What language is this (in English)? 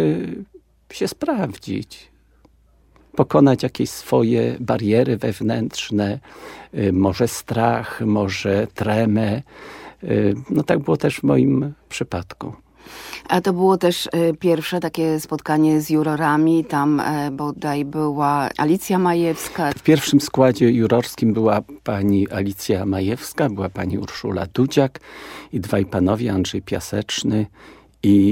Polish